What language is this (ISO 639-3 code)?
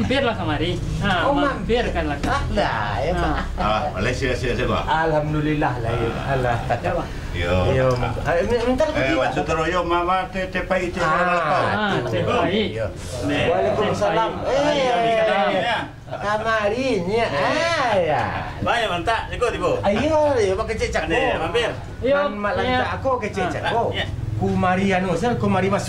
min